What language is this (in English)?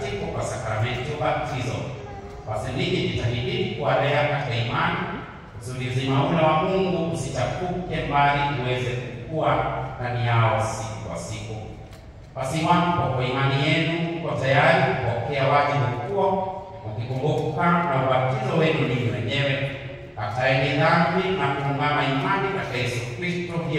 Swahili